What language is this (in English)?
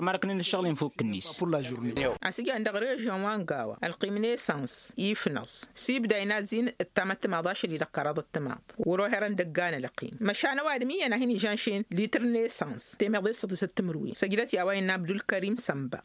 Tamasheq